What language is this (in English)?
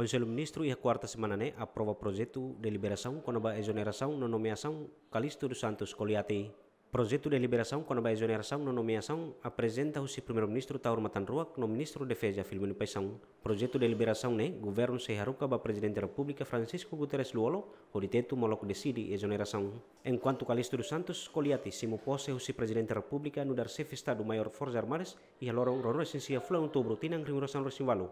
Tetum